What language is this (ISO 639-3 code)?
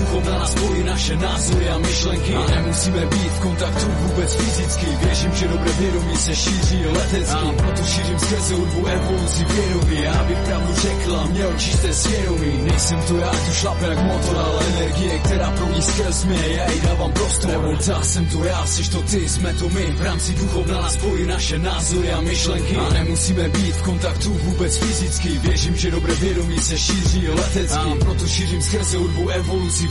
ces